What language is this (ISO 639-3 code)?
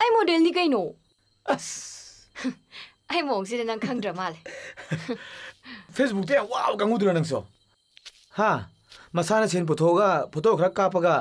mni